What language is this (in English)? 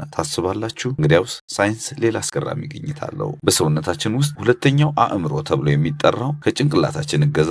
Amharic